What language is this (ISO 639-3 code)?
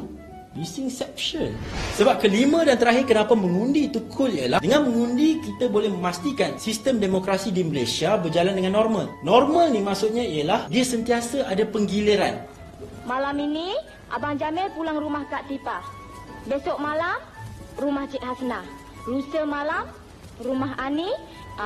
msa